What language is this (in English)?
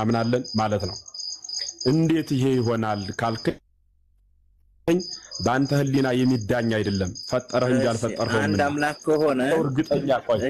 Amharic